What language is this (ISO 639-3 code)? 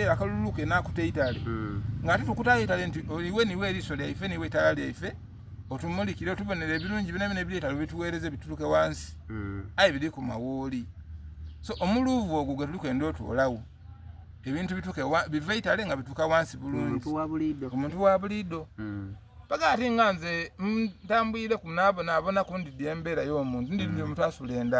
xog